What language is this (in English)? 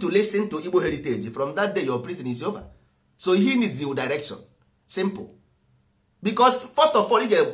Igbo